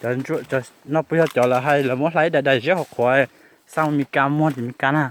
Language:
Hmong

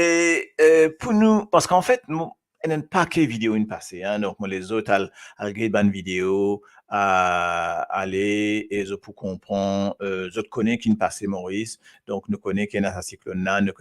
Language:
Morisyen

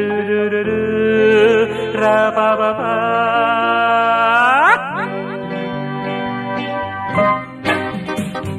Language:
Telugu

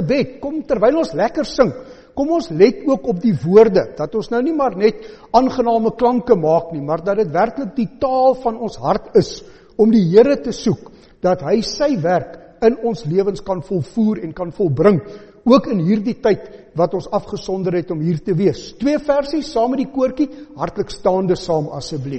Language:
Afrikaans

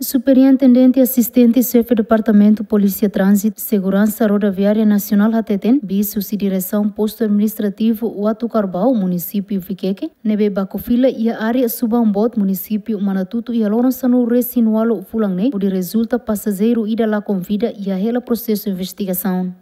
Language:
Tetum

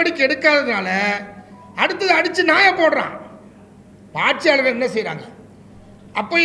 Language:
Tamil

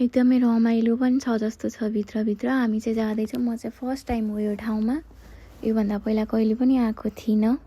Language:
Nepali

